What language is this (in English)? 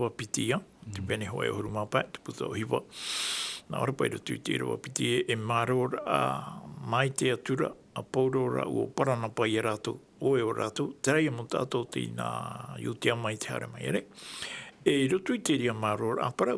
Tahitian